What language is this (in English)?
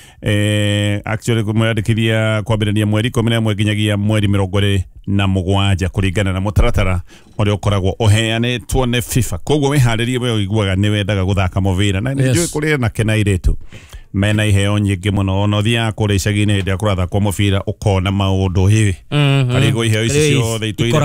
Kikuyu